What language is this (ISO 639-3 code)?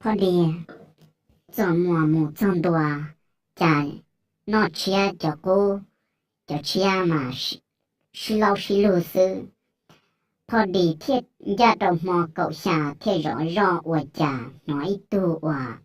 hmn